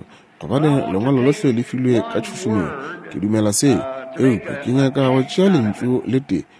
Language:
Northern Sotho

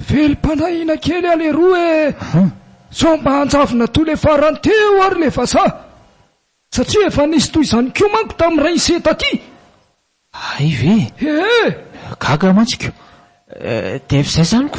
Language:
Malagasy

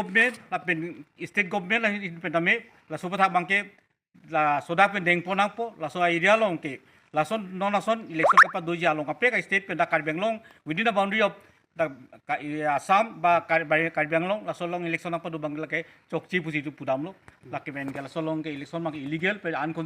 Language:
Karbi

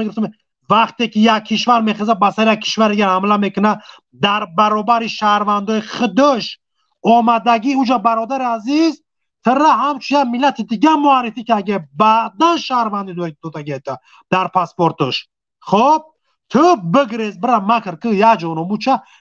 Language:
Tajik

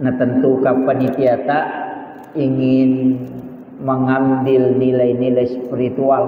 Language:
Buginese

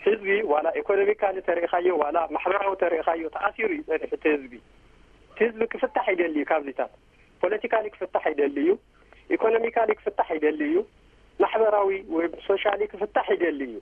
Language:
Tigrinya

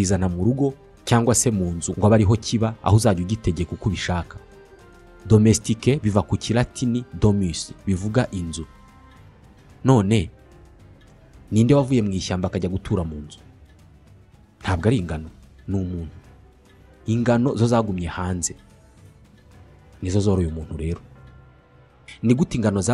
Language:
Kinyarwanda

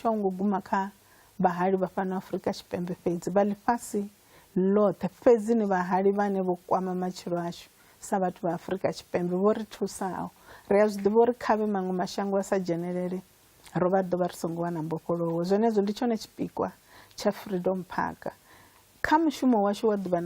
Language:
Venda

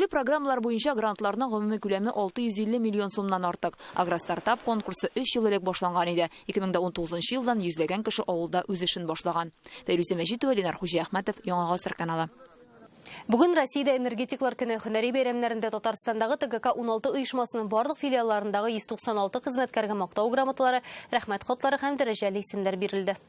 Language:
Tatar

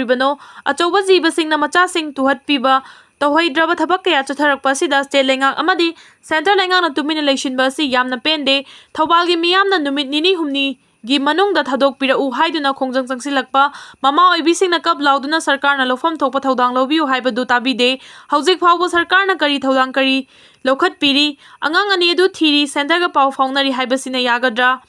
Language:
Manipuri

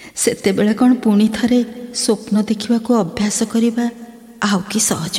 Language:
Odia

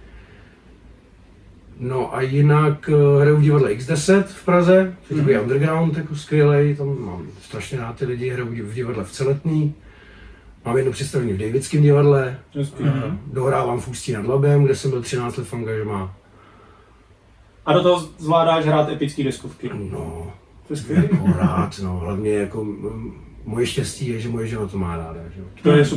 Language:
Czech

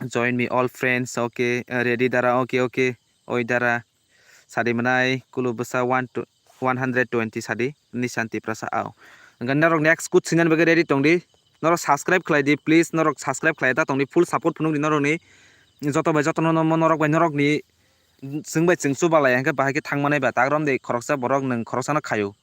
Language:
Kok Borok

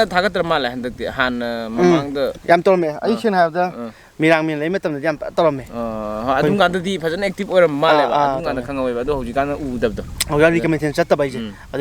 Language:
Manipuri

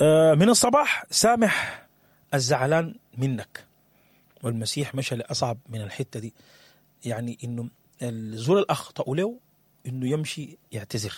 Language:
Sudanese Arabic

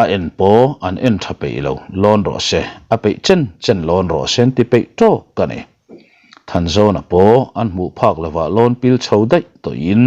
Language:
Mizo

